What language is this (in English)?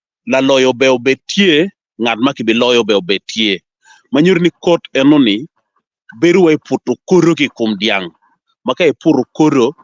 Acoli